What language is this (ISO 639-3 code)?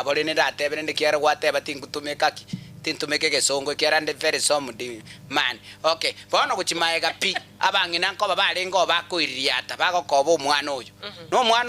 guz